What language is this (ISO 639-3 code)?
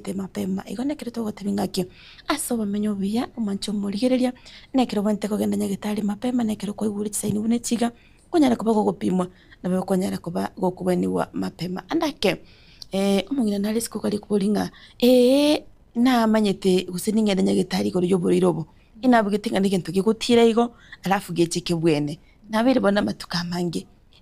guz